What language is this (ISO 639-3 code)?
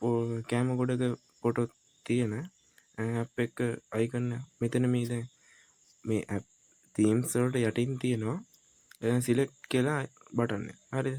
sin